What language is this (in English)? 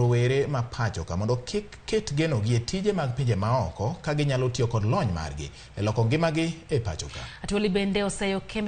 Luo (Kenya and Tanzania)